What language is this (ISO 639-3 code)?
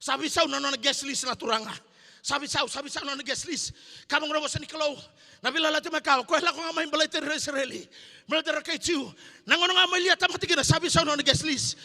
fij